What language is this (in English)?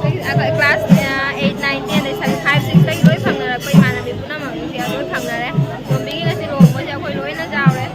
Manipuri